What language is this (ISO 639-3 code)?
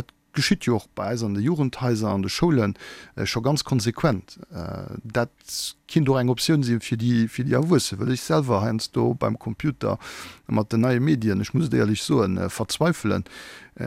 ltz